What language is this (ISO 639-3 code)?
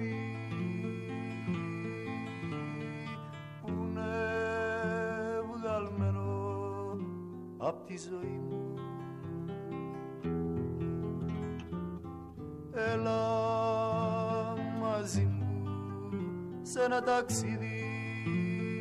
ell